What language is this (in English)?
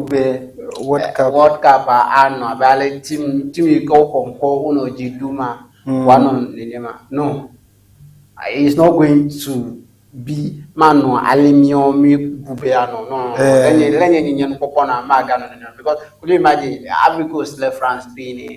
Ewe